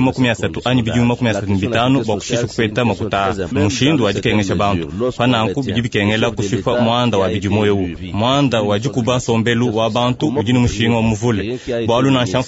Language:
Luba-Lulua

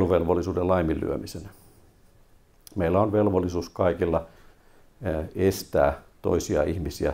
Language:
Finnish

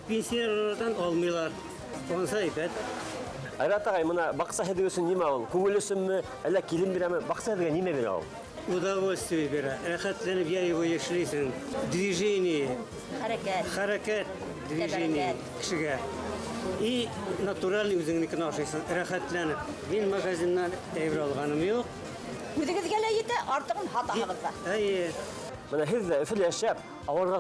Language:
Bashkir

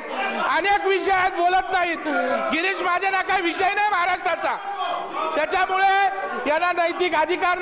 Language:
Marathi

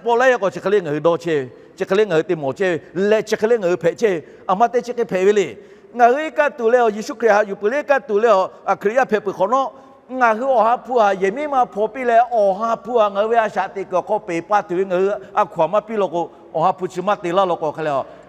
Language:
Lahu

